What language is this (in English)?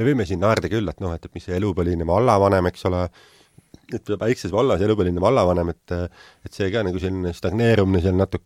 Estonian